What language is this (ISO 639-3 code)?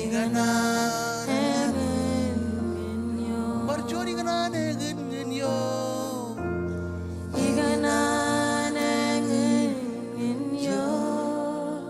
mah